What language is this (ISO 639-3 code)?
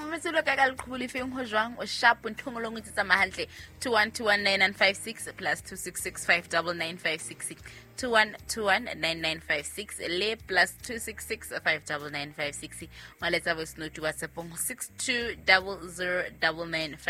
sot